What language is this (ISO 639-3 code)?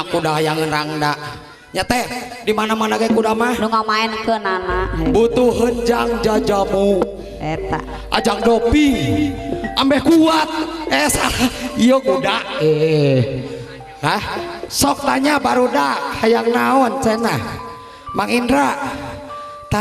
sun